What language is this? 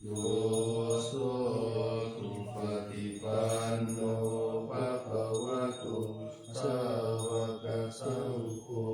Pali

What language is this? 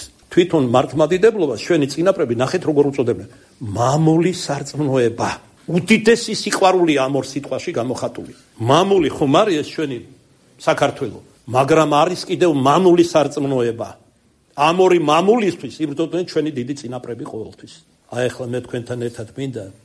Georgian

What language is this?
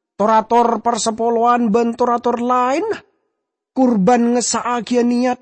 Madurese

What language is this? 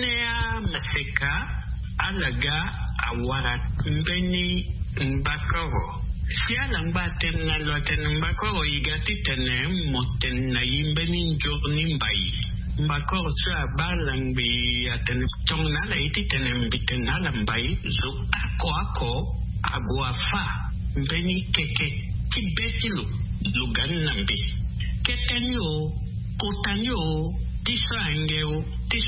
Sango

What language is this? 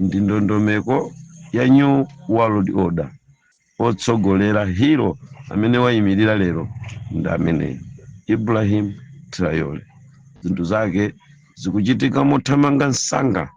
Nyanja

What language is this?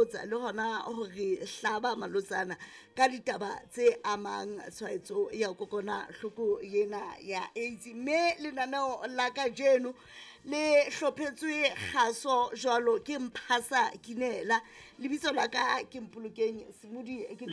Southern Sotho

